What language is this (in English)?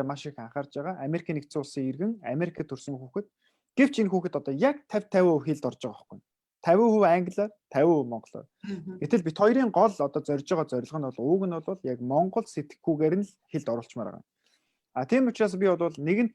Mongolian